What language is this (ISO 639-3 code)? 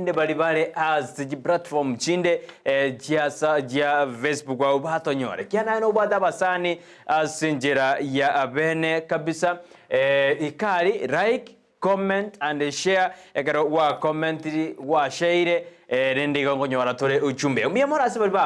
guz